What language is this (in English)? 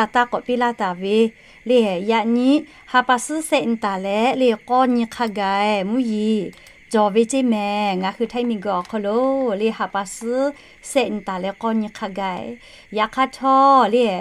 Lahu